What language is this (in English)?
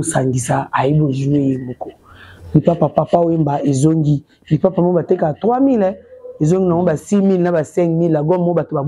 Lingala